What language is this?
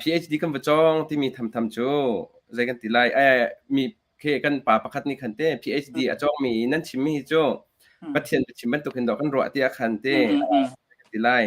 Hakha Chin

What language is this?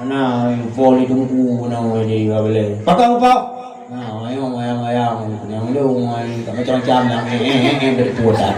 Achinese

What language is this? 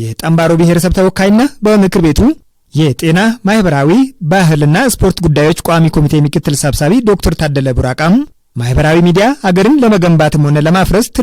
Amharic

